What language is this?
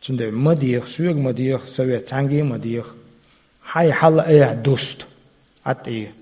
Chechen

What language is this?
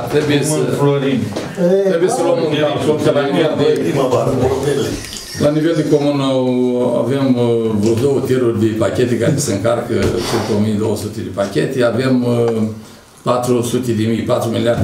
Romanian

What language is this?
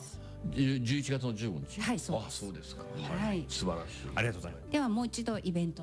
Japanese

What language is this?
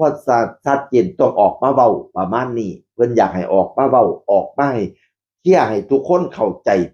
Northeastern Thai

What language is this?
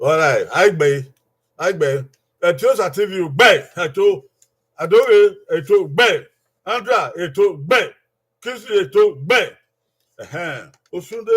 Bini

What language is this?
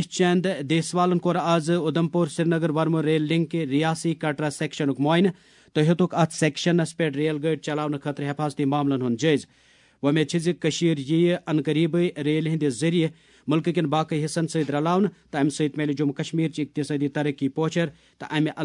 Kashmiri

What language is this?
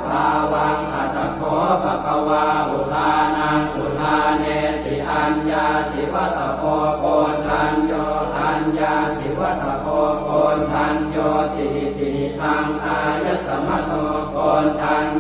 Pali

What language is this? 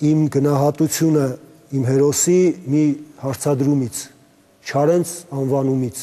Armenian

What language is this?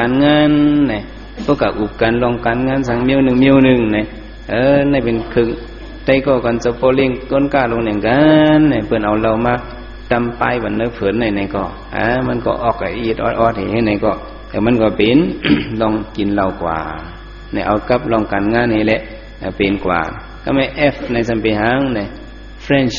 Shan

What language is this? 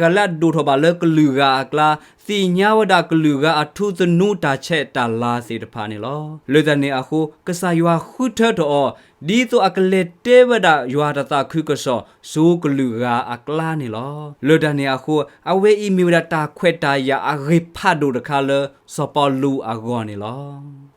S'gaw Karen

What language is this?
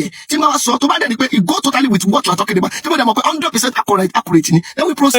Yoruba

